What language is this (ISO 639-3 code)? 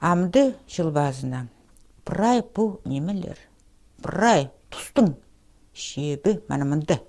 kjh